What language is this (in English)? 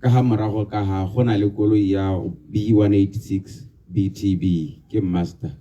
Tswana